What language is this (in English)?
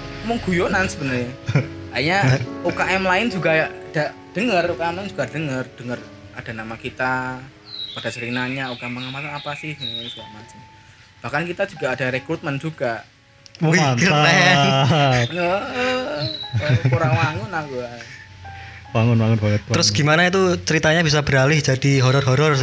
Indonesian